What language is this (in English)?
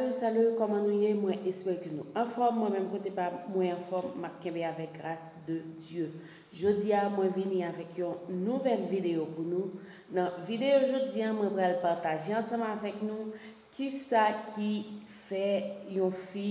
Haitian Creole